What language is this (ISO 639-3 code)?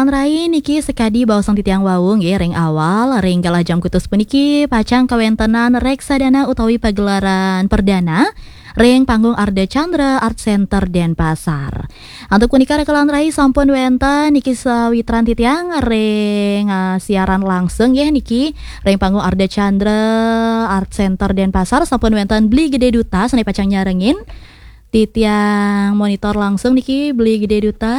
ban